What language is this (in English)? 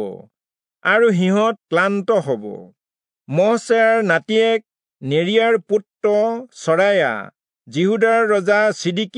Assamese